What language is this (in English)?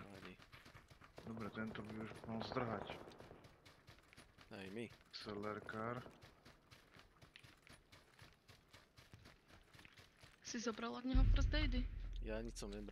Slovak